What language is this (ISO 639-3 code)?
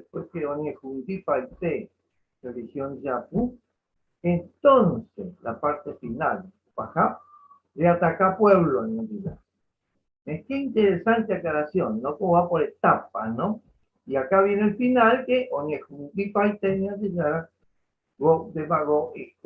grn